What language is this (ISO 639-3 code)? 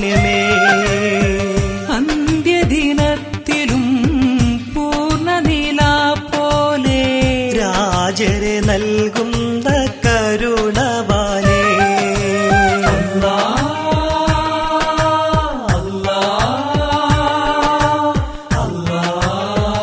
mal